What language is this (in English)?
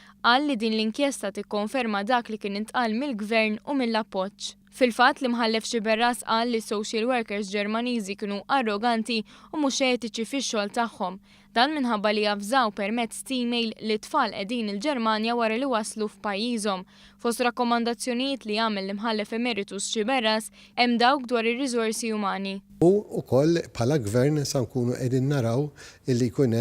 Maltese